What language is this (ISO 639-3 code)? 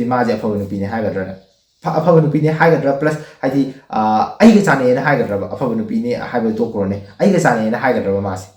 mni